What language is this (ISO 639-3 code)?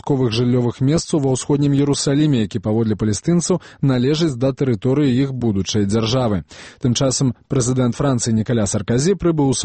bel